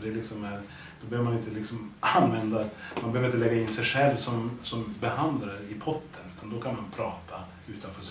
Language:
Swedish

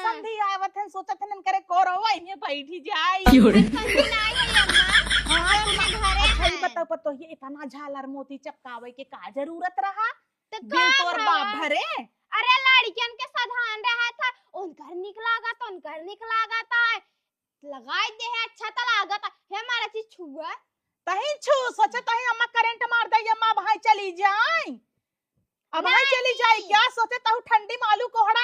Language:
Awadhi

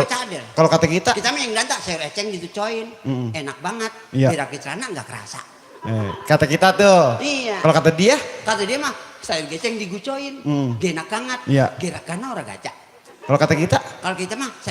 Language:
Betawi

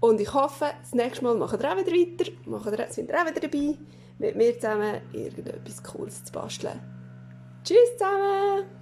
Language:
Swiss German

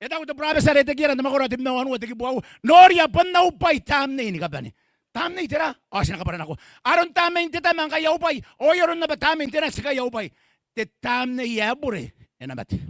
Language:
Gilbertese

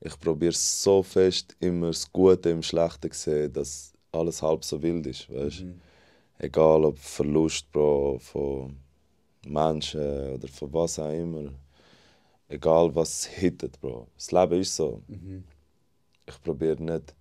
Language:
Swiss German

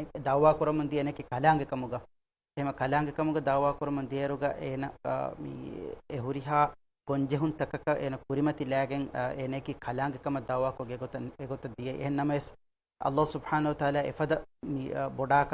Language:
Divehi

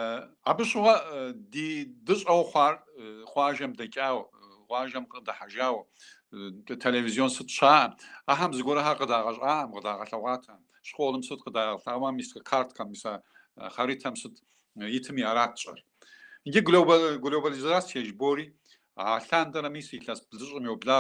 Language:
Kabardian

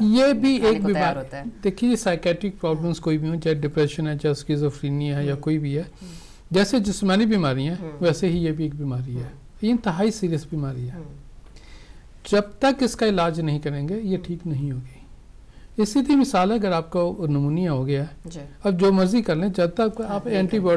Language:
Urdu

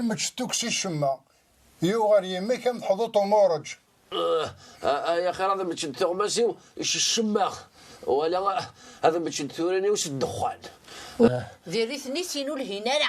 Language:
Kabyle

